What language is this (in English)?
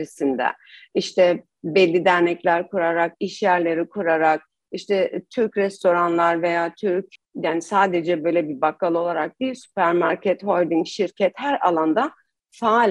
Turkish